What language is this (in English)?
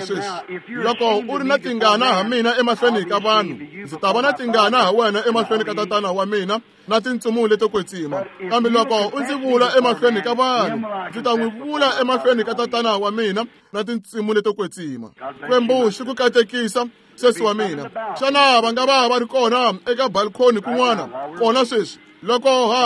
Tsonga